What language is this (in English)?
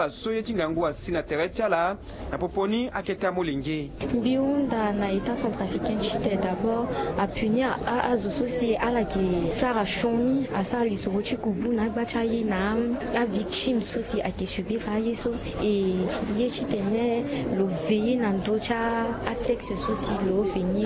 Sango